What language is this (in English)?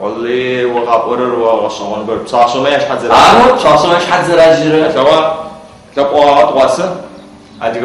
Adyghe